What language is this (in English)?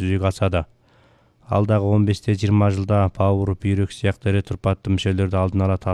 Kazakh